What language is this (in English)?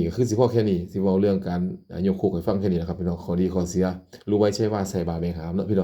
Northeastern Thai